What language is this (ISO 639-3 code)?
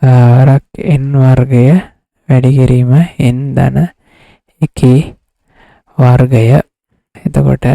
sin